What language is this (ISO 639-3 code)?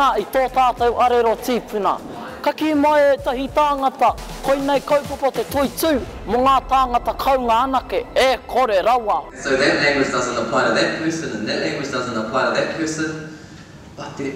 mri